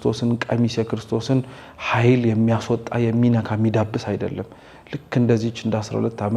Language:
Amharic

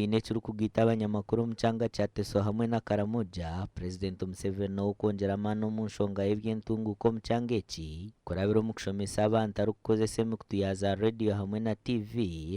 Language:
Nyankole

